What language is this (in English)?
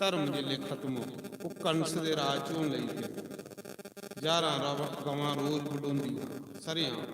Dogri